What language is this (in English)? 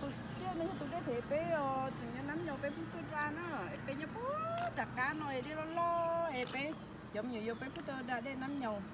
Hmong